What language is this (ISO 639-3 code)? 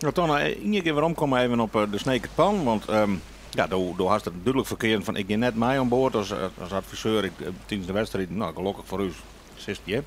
fry